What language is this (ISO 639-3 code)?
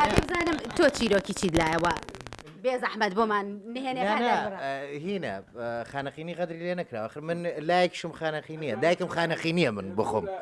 ckb